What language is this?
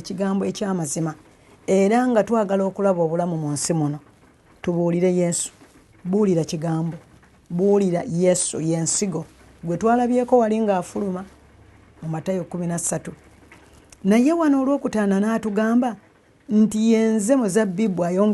Ganda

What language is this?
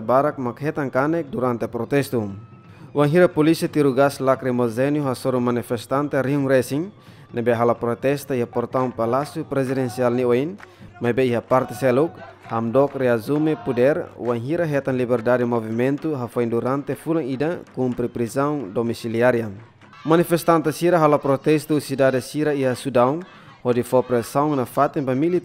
Tetum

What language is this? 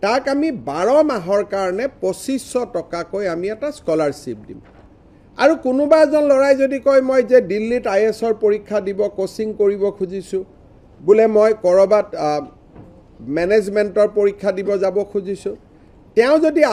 Assamese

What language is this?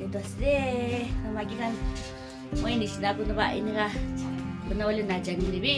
Naga Pidgin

